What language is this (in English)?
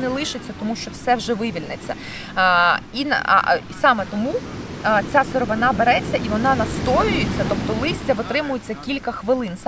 Ukrainian